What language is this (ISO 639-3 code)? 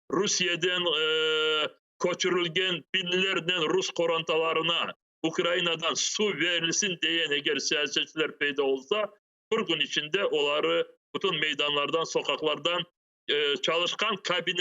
crh